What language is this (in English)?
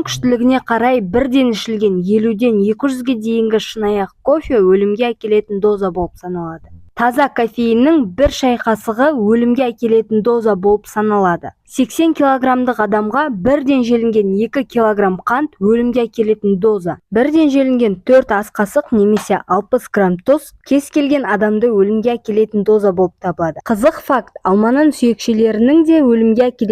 Kazakh